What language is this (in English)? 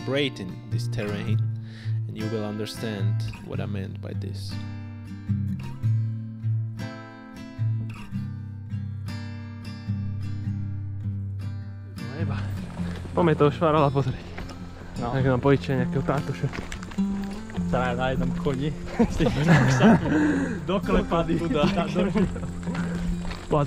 Slovak